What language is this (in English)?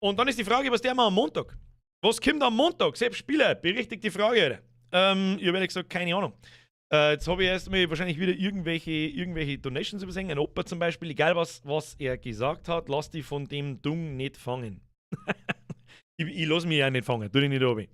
Bavarian